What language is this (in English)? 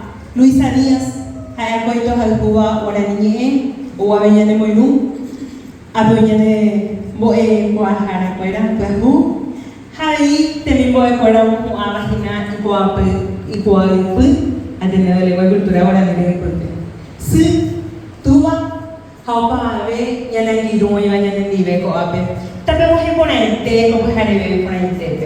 Guarani